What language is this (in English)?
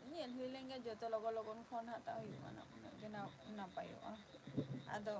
Santali